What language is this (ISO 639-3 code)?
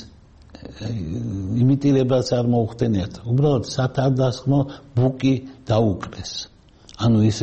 kat